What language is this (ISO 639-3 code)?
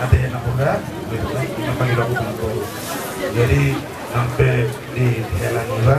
bbc